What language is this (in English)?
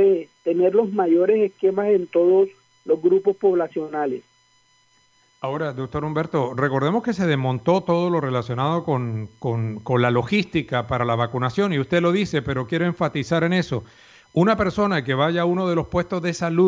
Spanish